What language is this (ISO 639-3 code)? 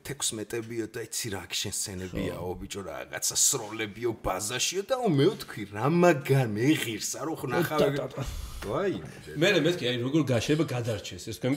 kat